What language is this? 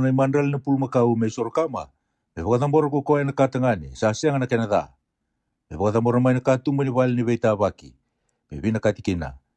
Fijian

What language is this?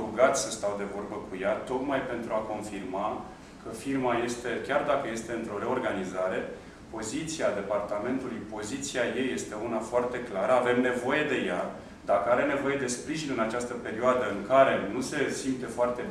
Romanian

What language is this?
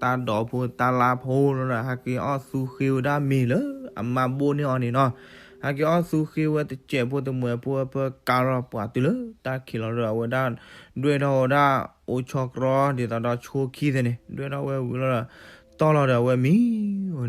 S'gaw Karen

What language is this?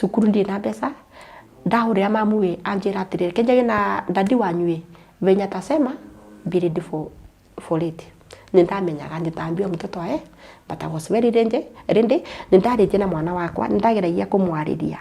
Kikuyu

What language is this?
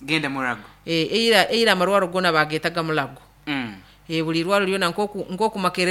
Nyoro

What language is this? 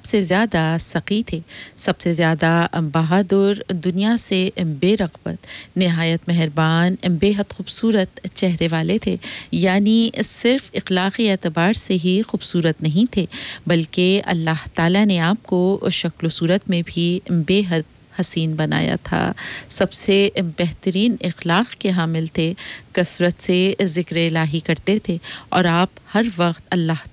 Urdu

